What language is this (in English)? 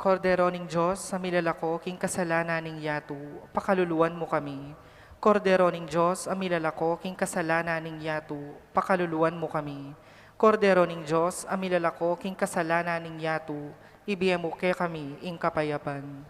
Pampanga